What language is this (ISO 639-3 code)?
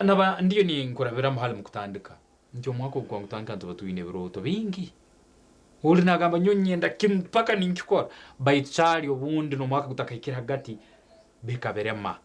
nyn